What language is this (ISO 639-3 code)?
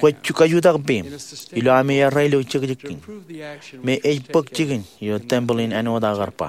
mah